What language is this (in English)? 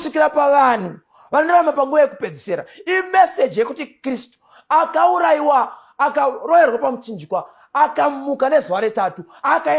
Shona